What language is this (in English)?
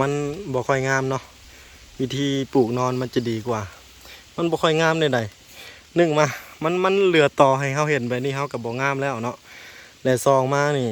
Lao